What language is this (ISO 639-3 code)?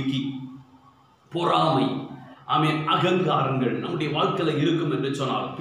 tam